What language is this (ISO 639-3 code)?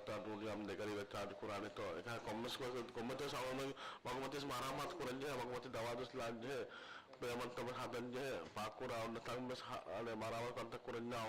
div